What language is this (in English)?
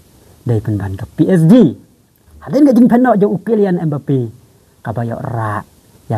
Khasi